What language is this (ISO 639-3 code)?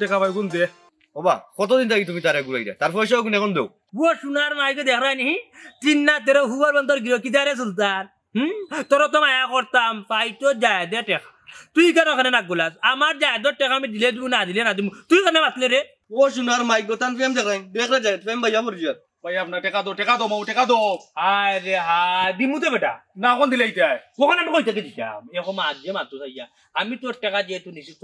syl